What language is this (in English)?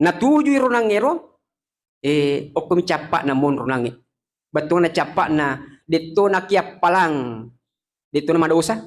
Buginese